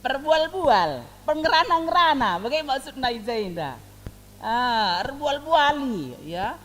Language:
Batak Karo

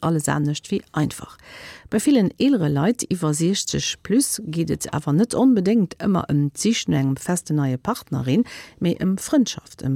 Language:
Luxembourgish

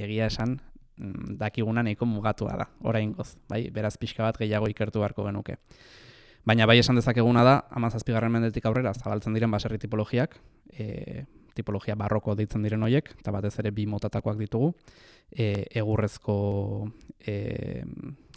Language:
Basque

